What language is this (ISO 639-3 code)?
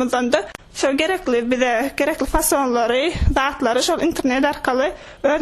tuk